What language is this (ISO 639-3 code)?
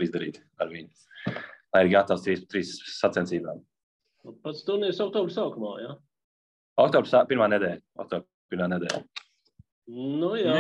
lav